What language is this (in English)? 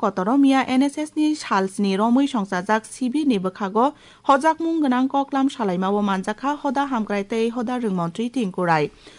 Kok Borok